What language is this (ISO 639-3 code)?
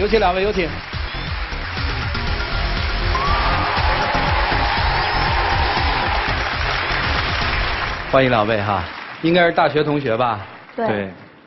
zho